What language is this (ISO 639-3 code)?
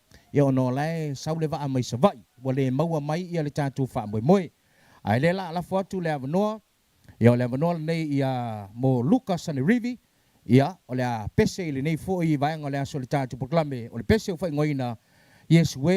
smo